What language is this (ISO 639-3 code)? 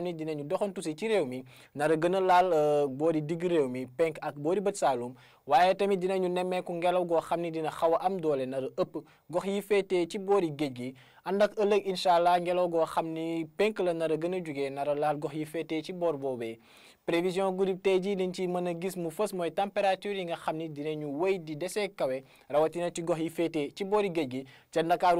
wol